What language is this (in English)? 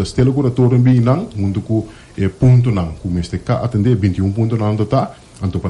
Papiamento